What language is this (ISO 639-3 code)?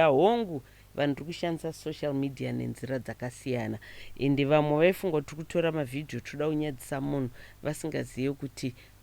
sna